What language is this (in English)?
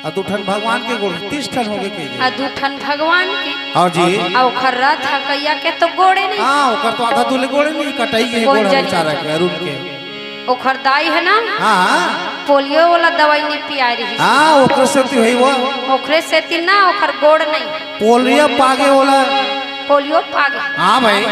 Chhattisgarhi